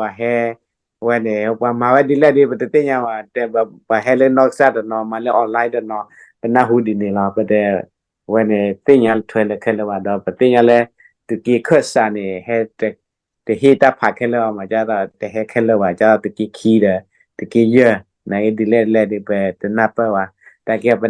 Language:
S'gaw Karen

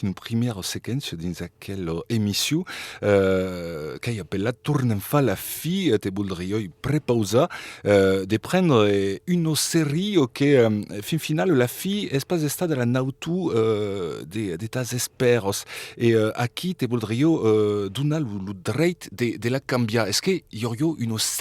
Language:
Occitan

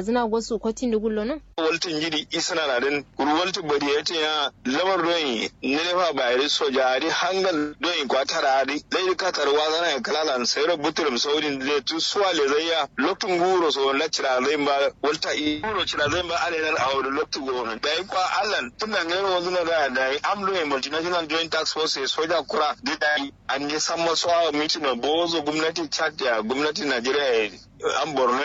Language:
Kanuri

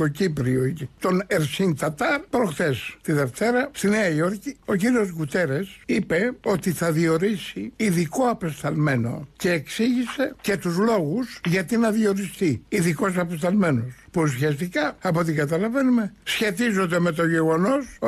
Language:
Greek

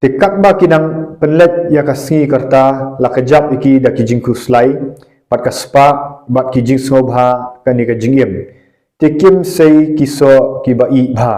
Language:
Khasi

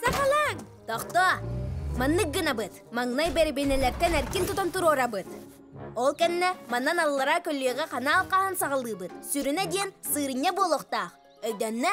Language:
Yakut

